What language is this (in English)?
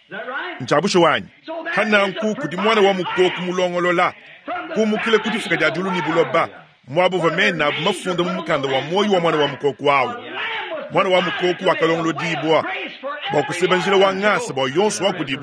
Luba-Lulua